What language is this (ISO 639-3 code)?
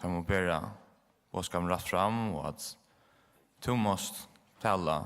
fao